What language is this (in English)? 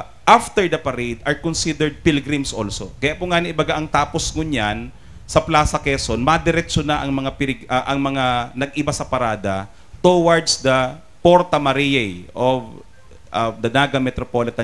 Bikol